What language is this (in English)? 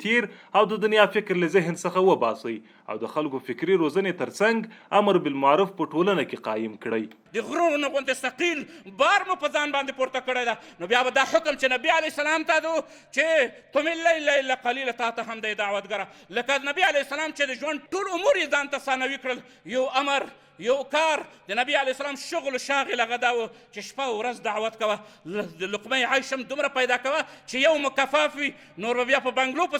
Pashto